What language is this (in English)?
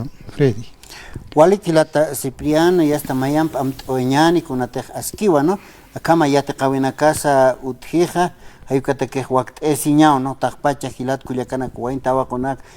Aymara